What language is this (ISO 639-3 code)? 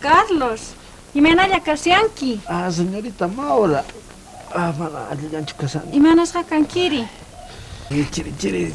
quh